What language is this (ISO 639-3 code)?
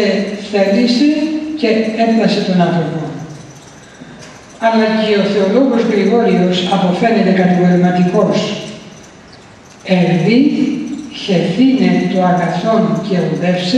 ell